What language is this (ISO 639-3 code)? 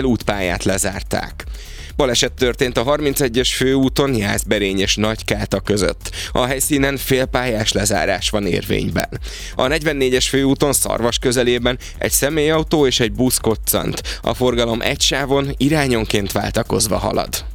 hun